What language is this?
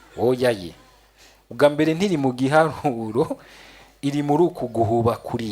Rundi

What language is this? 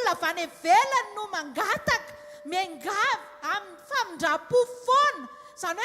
Malagasy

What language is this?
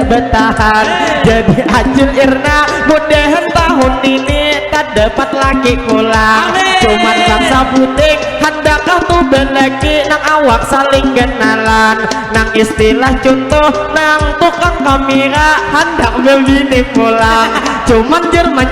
Banjar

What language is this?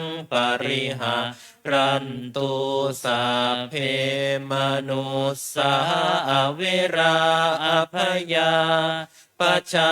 Pali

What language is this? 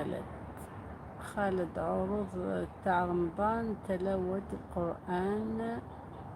Algerian Arabic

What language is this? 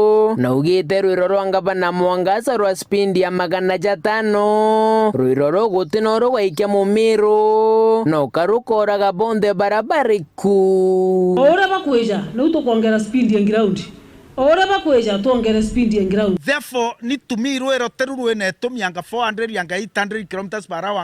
Meru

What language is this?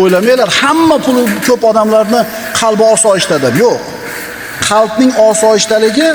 Uzbek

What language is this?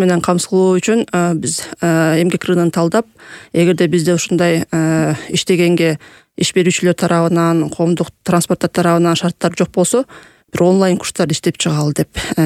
Kyrgyz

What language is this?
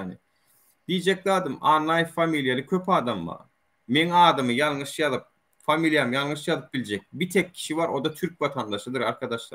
Turkmen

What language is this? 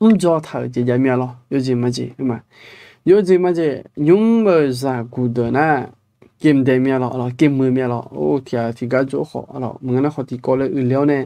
Akha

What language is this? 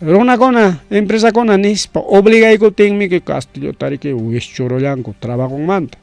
Ayacucho Quechua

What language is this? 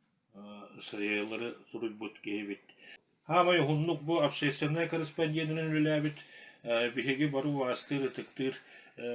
Yakut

